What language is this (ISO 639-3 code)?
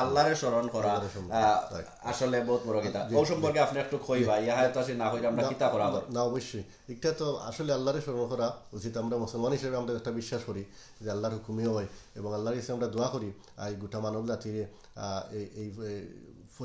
syl